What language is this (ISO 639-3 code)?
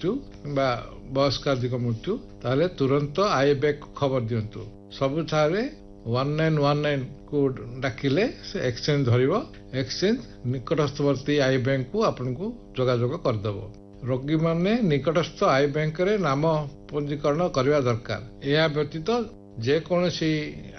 ori